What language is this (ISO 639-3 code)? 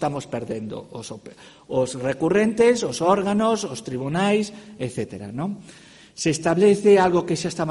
glg